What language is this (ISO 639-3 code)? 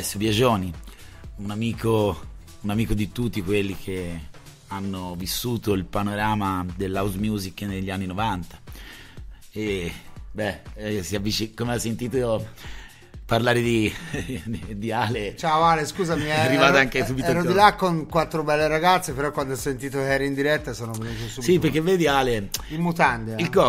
ita